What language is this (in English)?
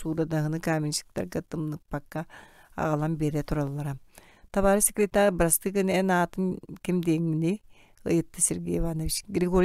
Yakut